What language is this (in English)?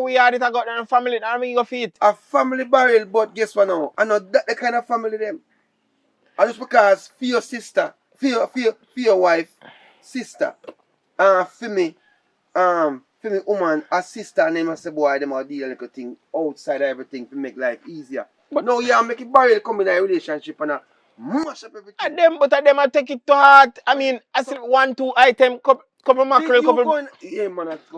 Jamaican Creole English